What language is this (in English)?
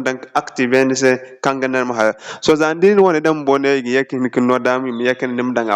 Zarma